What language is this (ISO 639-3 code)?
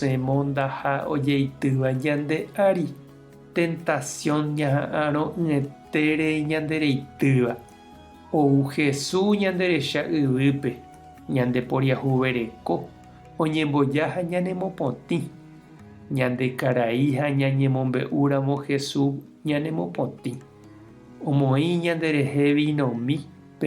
grn